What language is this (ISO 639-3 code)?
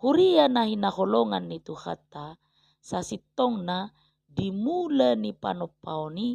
bbc